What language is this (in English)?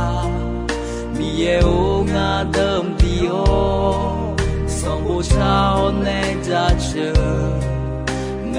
Akha